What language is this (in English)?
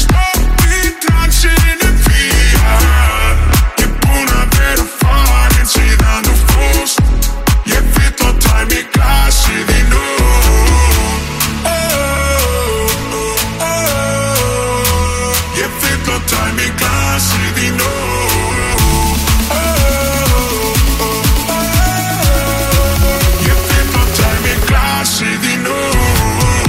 Icelandic